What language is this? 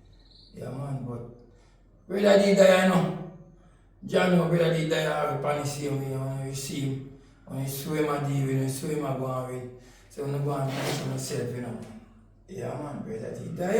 Jamaican Creole English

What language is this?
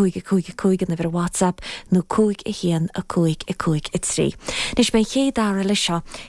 Irish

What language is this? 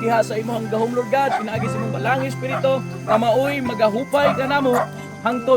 Cebuano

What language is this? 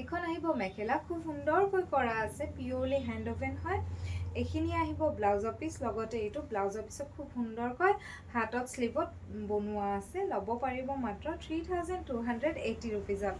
Assamese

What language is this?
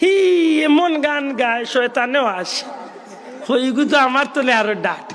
Sylheti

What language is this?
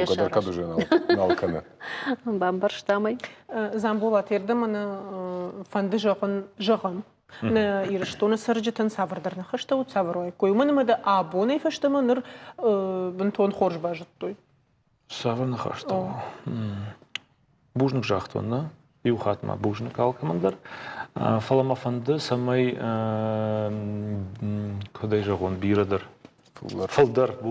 Ossetic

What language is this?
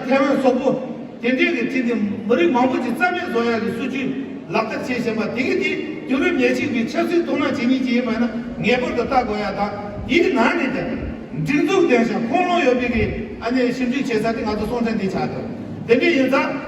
Tibetan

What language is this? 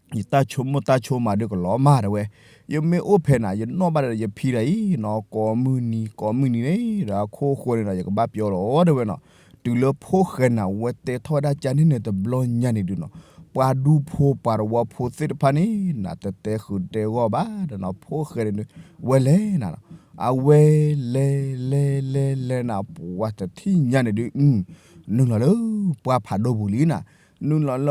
S'gaw Karen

